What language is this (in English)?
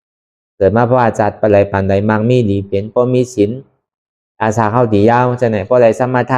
Shan